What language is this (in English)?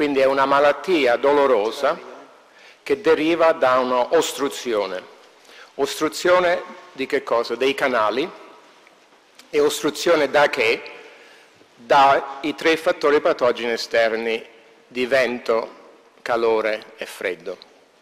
Italian